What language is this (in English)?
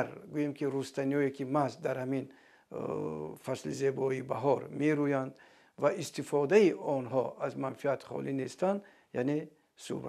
Tajik